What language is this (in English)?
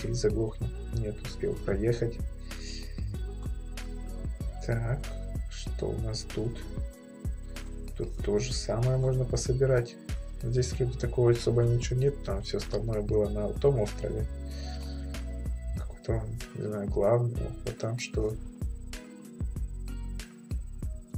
Russian